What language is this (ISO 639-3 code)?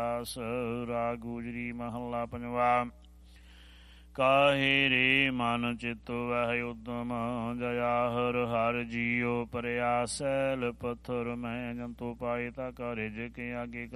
pan